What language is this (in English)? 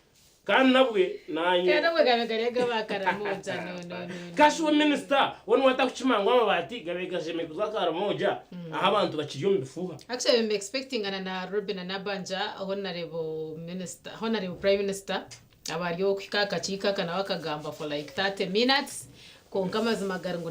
Nyankole